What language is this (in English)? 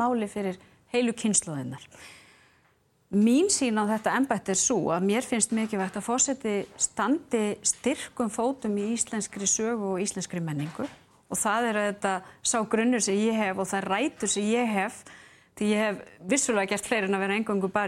Icelandic